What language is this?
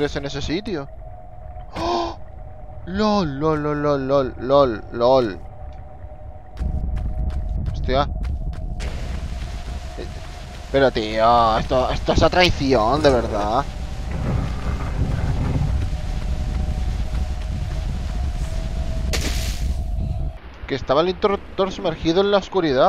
Spanish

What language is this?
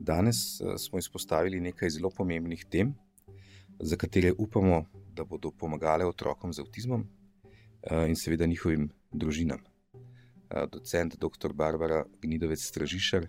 Slovenian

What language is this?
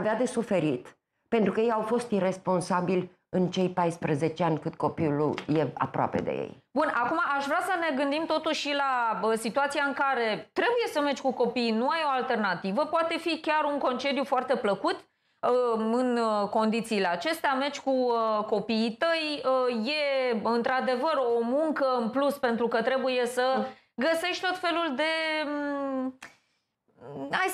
Romanian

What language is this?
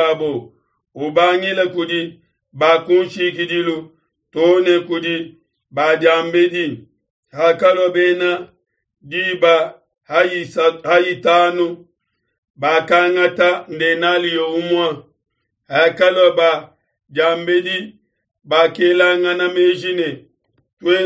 Luba-Lulua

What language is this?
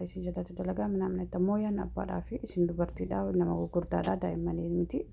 Oromo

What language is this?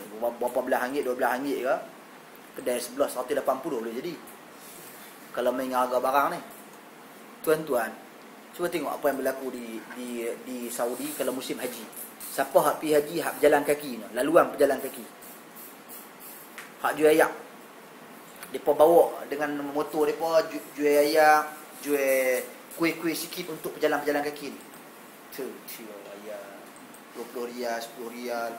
Malay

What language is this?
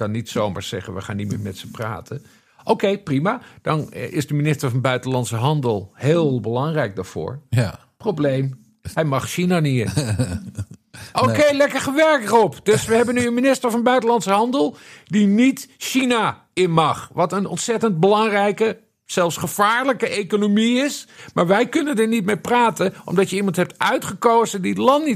Dutch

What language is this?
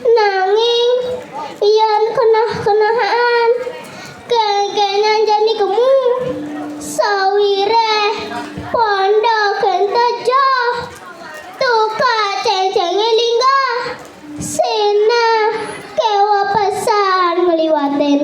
Balinese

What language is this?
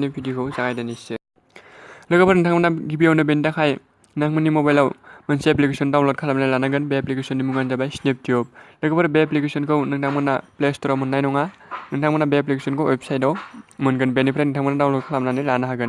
Bodo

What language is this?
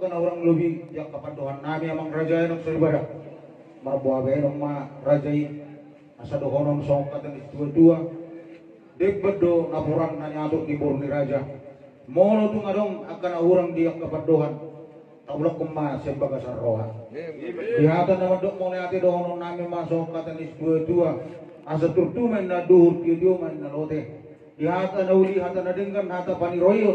Batak Toba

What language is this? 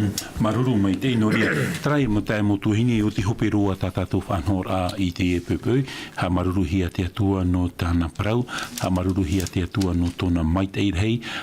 Tahitian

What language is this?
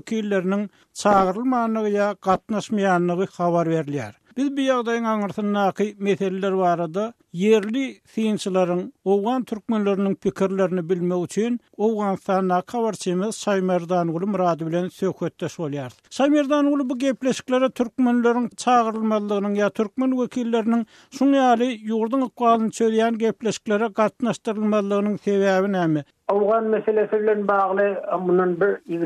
Turkmen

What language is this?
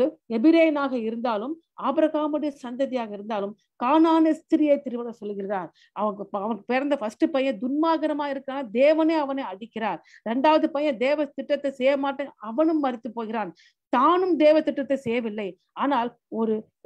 Tamil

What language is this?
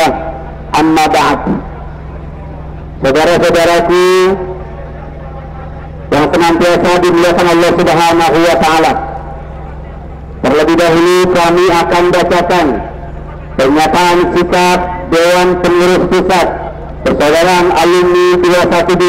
Indonesian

